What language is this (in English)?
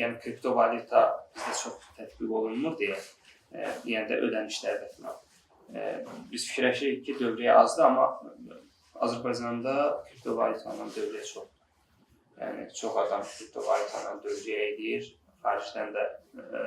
Azerbaijani